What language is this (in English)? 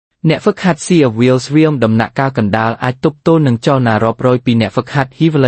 Khmer